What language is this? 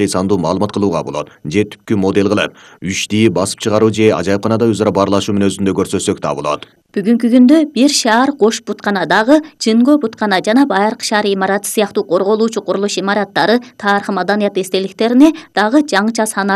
Kyrgyz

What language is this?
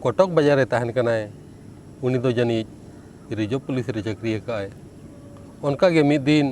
Santali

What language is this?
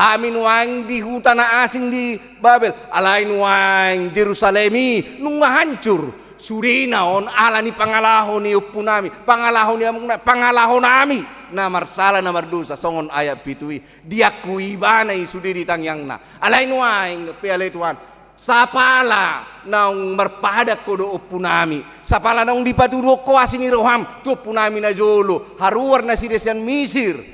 Batak Toba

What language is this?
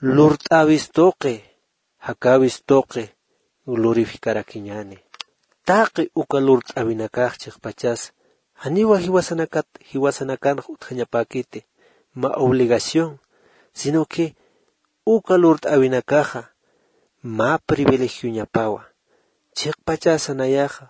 Aymara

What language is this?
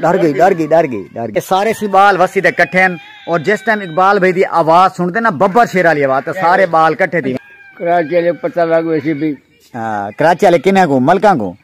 Saraiki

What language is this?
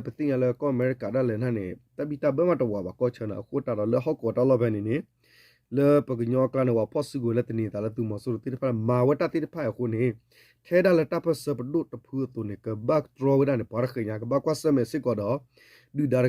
S'gaw Karen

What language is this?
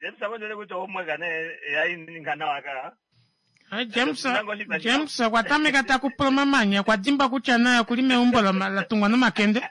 Kuanyama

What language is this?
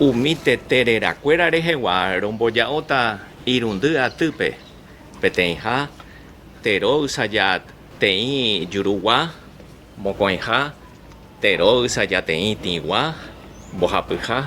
Guarani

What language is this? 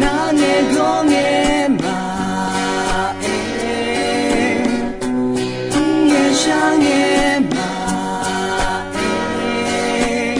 Akha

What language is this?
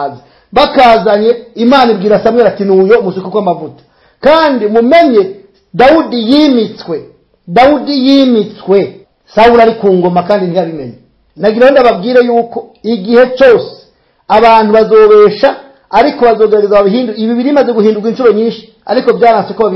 Rundi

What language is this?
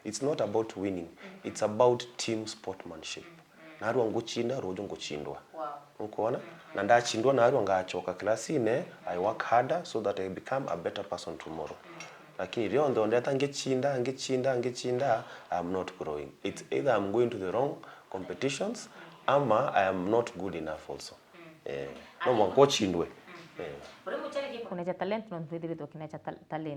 Meru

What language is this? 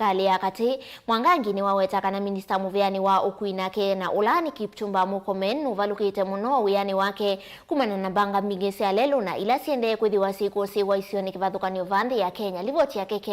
Kamba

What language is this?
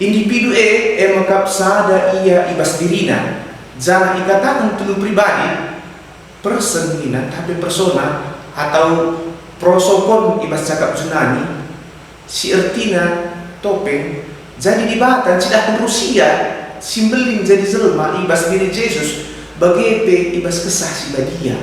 Batak Karo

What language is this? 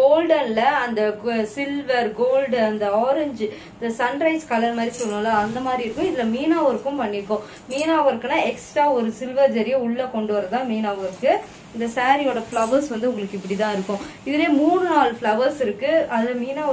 Tamil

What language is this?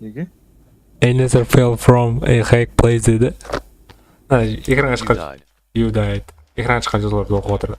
Kara-Kalpak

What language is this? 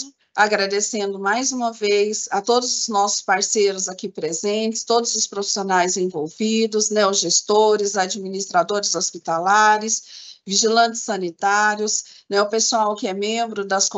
Portuguese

